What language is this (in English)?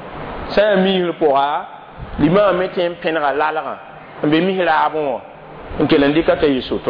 Mossi